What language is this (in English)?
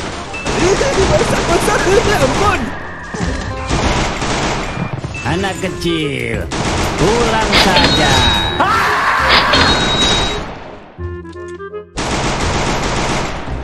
Indonesian